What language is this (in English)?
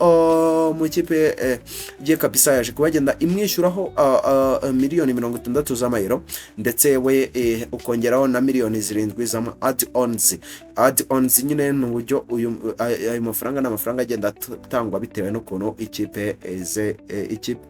Kinyarwanda